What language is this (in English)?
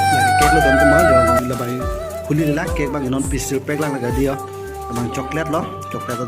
Karbi